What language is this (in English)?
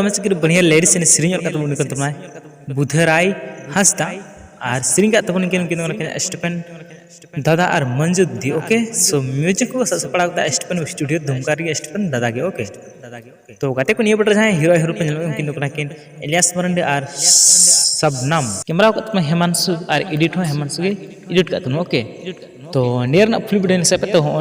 Santali